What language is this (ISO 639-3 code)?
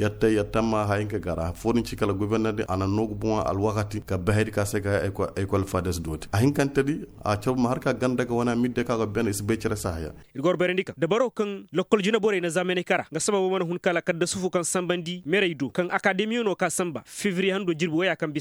ses